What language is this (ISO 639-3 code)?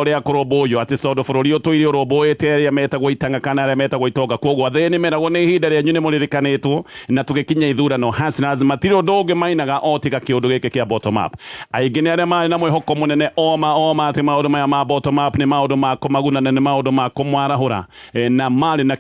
kik